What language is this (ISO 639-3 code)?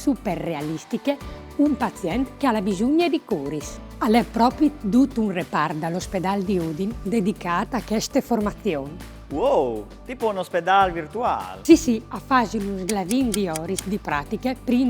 fur